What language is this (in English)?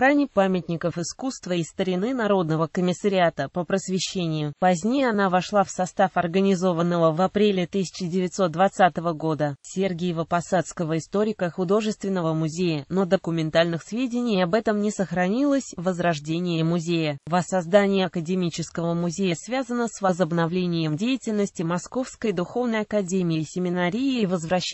Russian